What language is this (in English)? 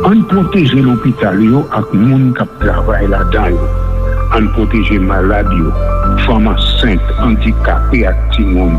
Haitian Creole